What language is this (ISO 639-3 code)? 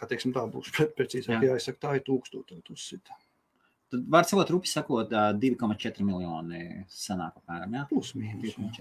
lav